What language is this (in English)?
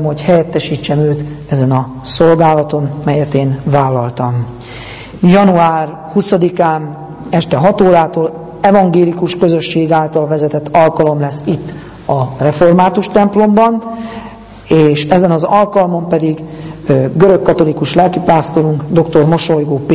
Hungarian